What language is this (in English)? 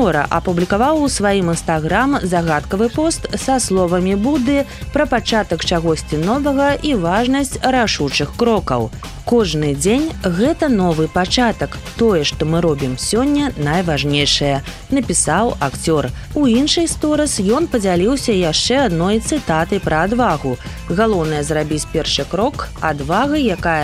Belarusian